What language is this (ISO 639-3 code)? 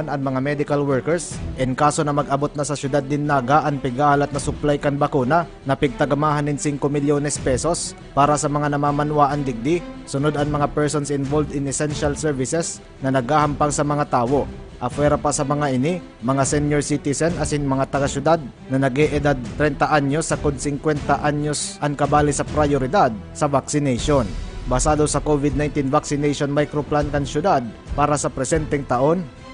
bik